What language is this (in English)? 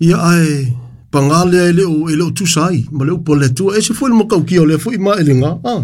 Samoan